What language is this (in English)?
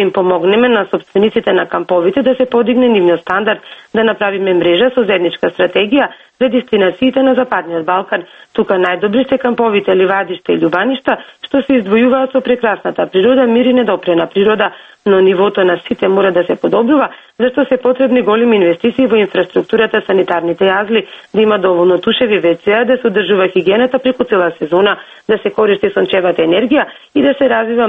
Macedonian